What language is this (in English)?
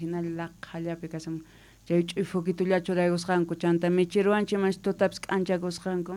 South Bolivian Quechua